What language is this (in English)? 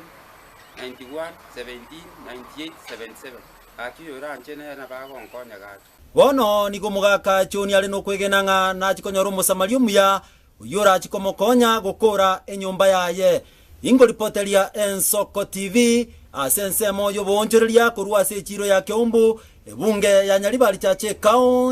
Gusii